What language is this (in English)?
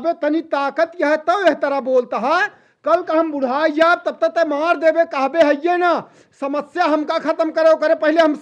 Awadhi